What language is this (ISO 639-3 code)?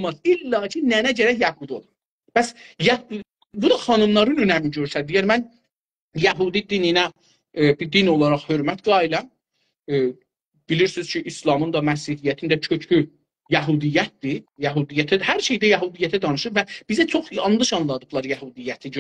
azb